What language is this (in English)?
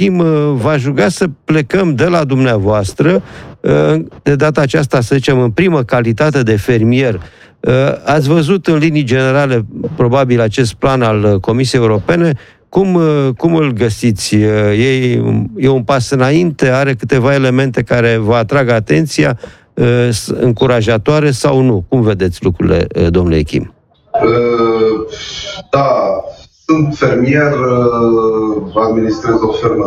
Romanian